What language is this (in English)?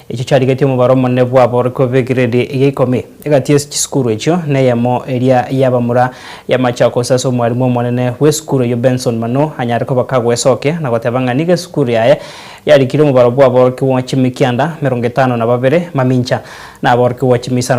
Gusii